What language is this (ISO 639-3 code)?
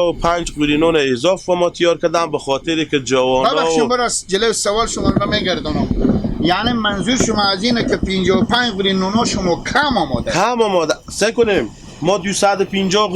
fas